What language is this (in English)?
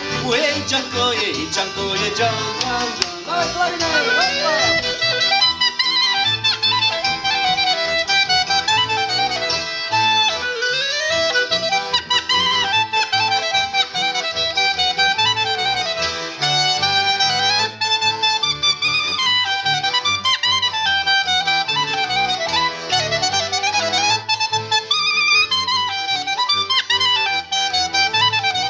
Czech